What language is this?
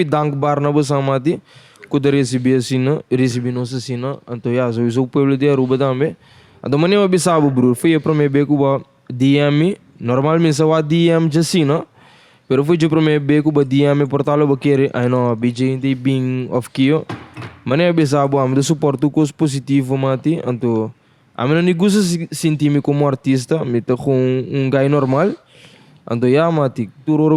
Papiamento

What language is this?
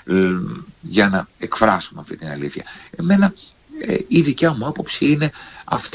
Greek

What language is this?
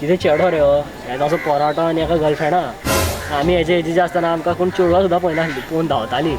Konkani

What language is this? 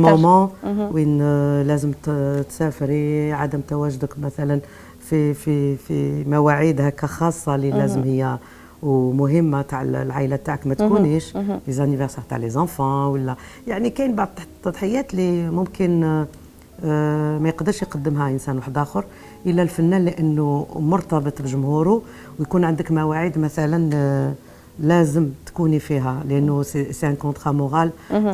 Algerian Arabic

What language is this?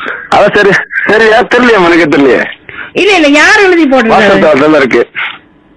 Tamil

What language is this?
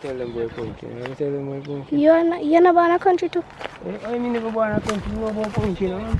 Jamaican Creole English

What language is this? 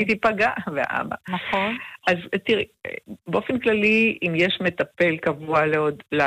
Hebrew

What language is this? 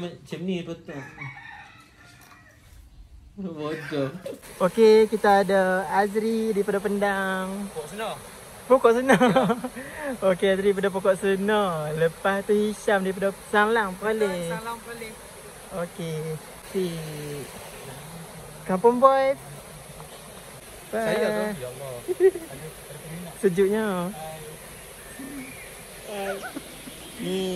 Malay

